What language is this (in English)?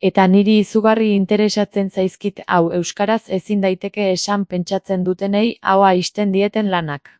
Basque